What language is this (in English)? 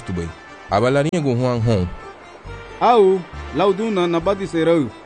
Garifuna